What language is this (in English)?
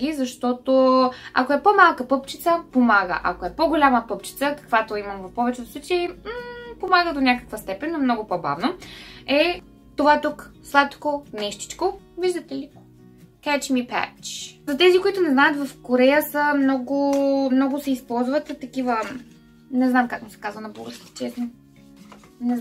Bulgarian